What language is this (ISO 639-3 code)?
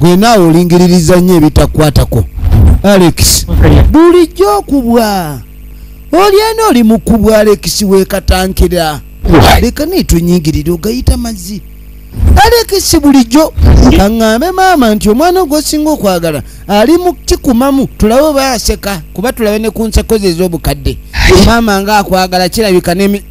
lug